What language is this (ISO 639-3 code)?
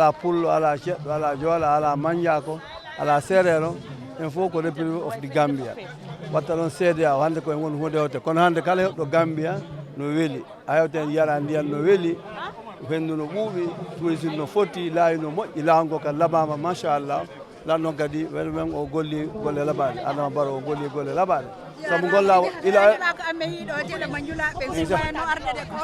ful